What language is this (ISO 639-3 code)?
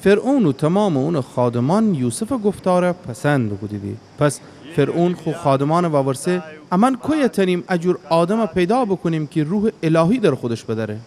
glk